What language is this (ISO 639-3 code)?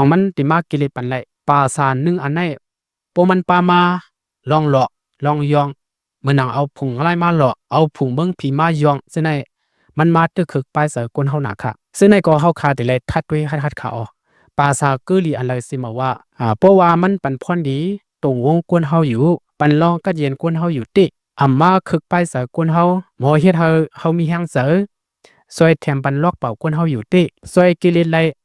lao